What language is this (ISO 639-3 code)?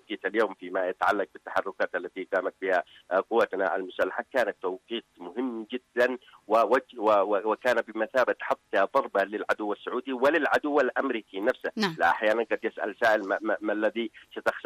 ara